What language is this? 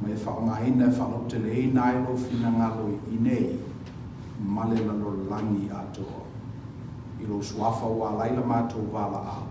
Samoan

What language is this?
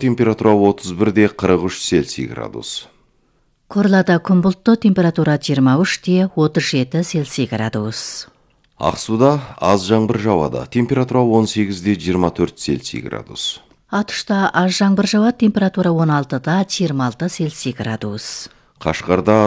Kazakh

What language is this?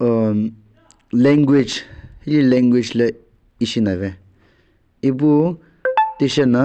Sumi Naga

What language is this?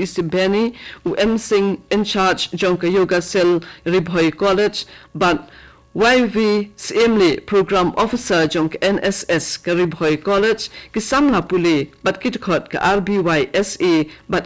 Khasi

